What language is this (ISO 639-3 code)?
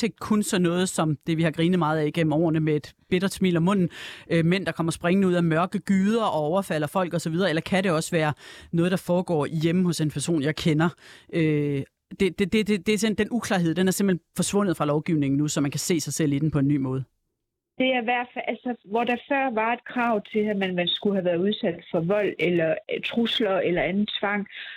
dan